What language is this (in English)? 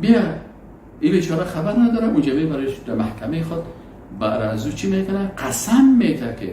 Persian